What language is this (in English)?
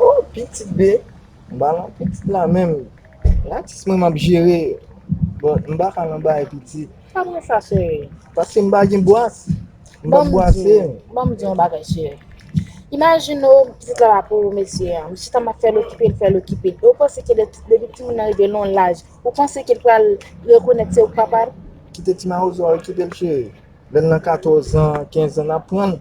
Haitian Creole